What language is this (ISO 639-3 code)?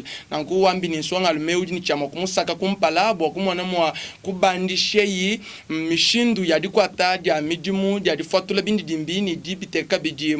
lua